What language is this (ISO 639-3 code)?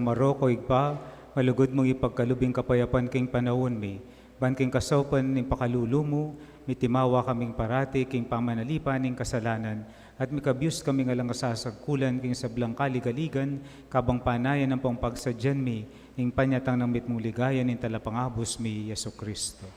pam